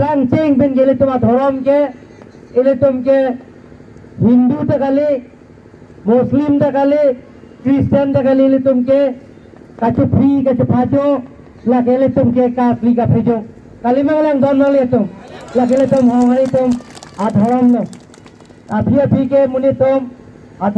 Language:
Karbi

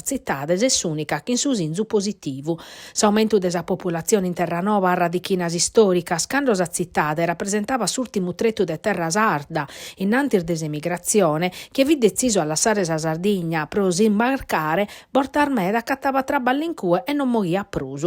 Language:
Sardinian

